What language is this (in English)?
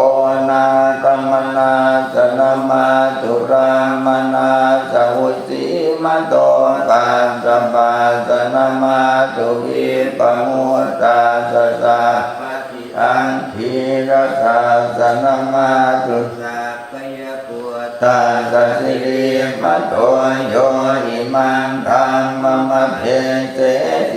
Pali